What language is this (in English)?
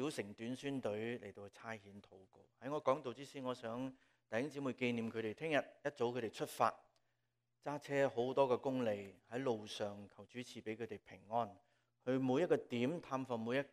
Cantonese